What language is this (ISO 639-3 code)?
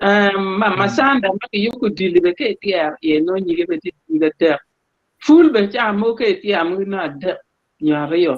ach